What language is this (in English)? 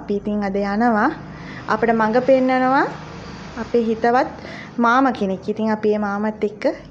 Sinhala